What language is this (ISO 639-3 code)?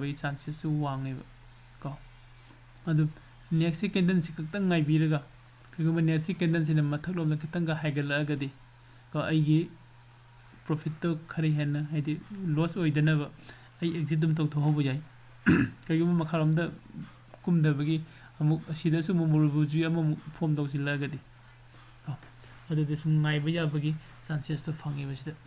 mni